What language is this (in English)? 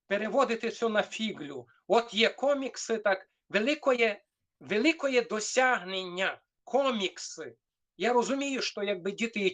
Rusyn